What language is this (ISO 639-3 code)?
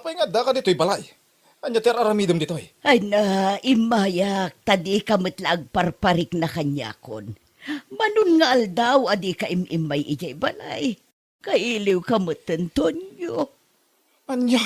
ilo